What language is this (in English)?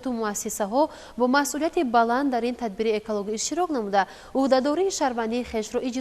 Tajik